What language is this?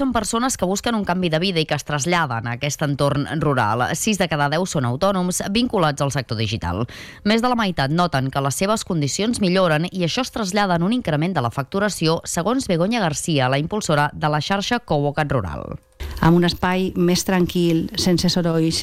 Catalan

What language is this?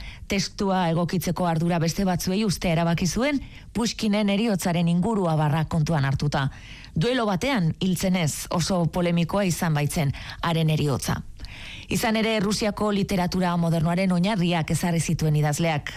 Basque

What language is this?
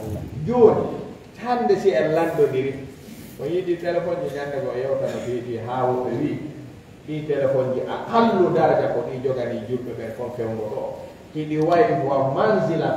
Fula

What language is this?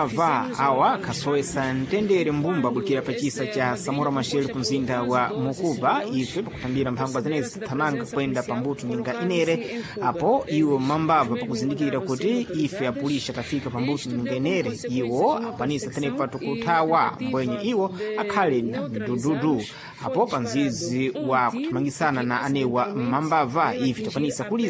Sena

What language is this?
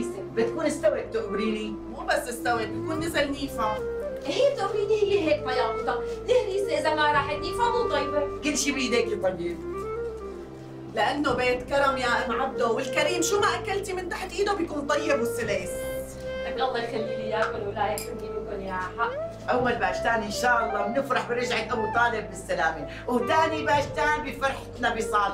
North Levantine Arabic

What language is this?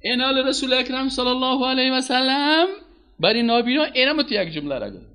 Persian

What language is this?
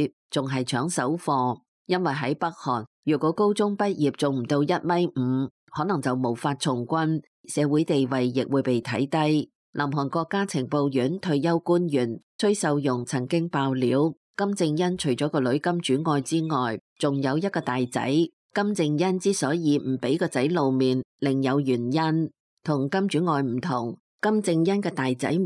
Cantonese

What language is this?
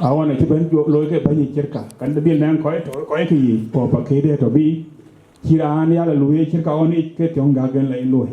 Dinka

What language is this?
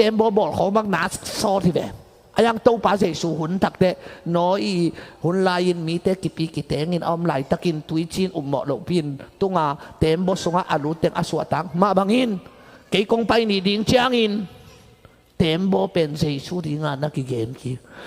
Tedim Chin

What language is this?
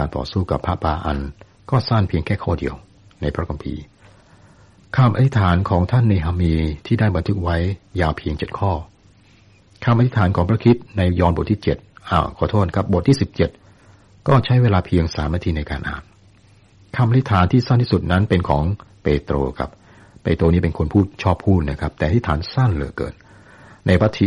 Thai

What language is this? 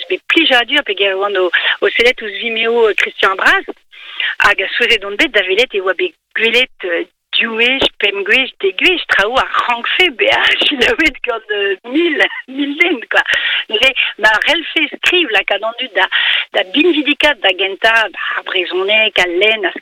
Breton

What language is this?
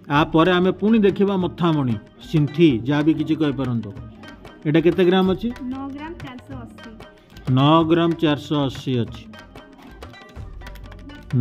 Odia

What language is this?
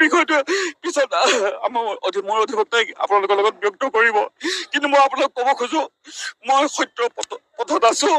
Assamese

